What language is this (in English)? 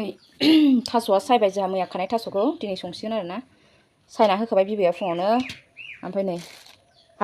Bodo